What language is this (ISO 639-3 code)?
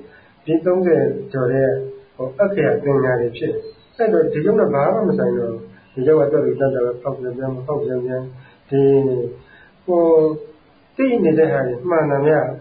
mya